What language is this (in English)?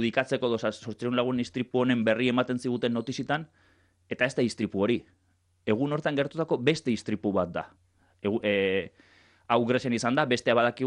Basque